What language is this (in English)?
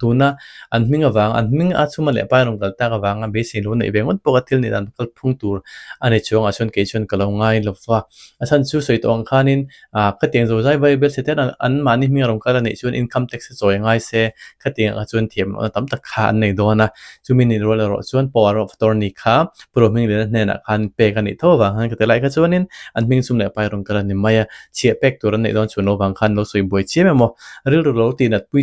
Mizo